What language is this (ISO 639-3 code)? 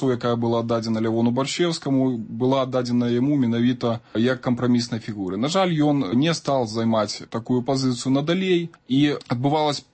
bel